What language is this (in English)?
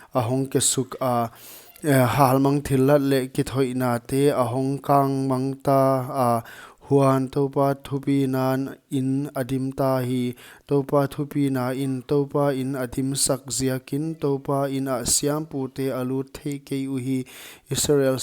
Paite Chin